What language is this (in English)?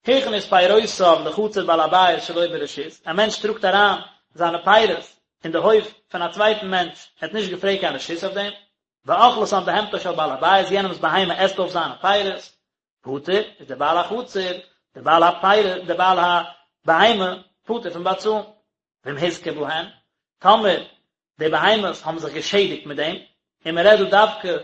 Yiddish